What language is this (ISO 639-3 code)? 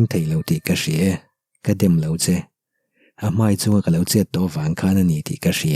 lus